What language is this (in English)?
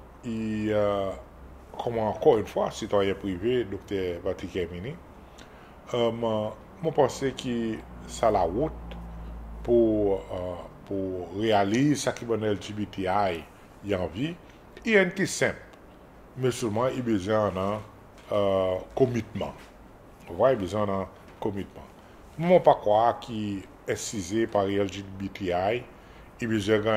Seselwa Creole French